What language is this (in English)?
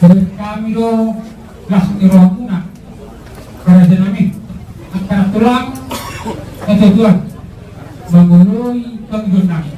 Batak Toba